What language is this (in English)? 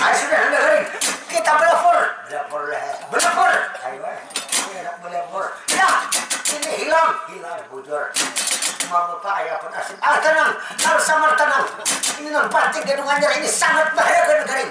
Banjar